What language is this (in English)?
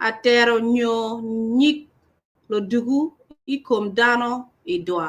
Acoli